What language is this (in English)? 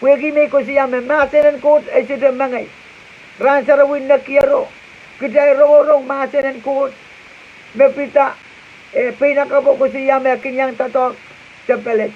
Pohnpeian